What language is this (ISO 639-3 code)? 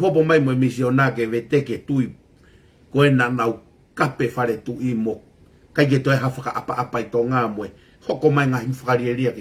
ton